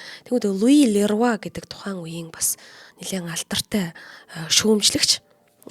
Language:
Mongolian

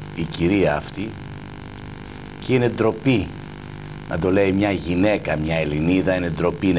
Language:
Greek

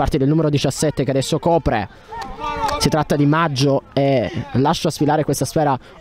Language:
Italian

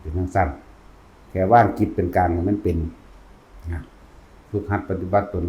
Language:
Northeastern Thai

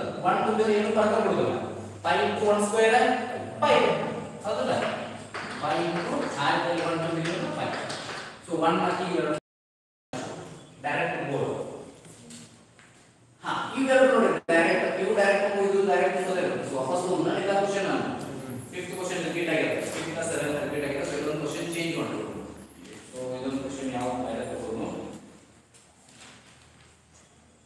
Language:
Kannada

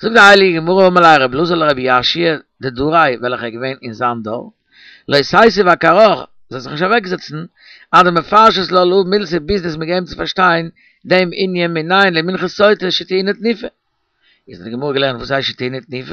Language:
Yiddish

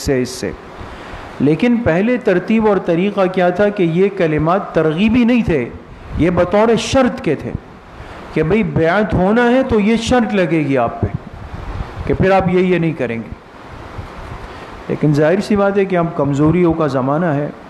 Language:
Urdu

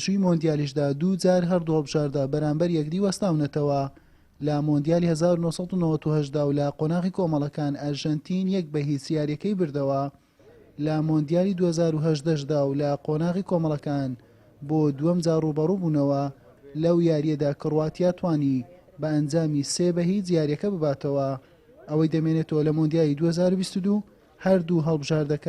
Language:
Central Kurdish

